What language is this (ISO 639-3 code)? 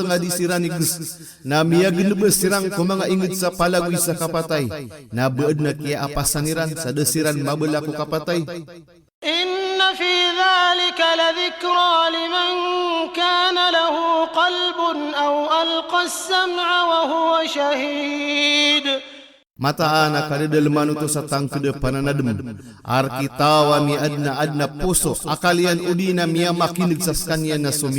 mrw